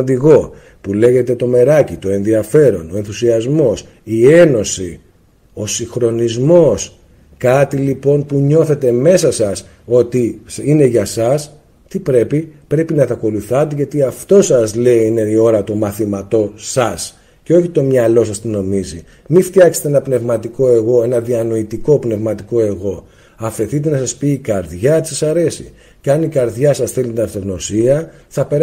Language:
Greek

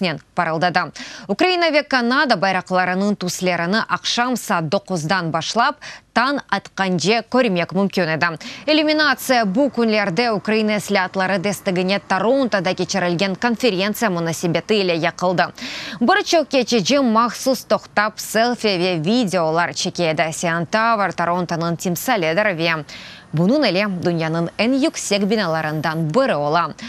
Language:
Crimean Tatar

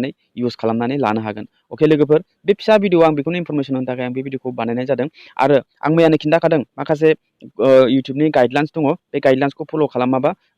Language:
Bodo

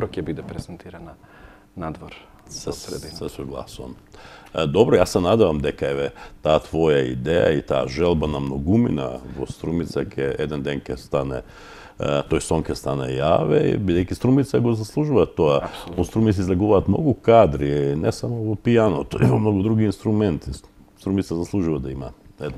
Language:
Macedonian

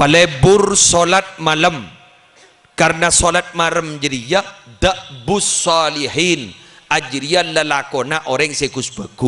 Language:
Madurese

